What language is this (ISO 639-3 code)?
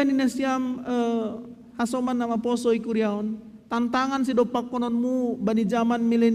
bts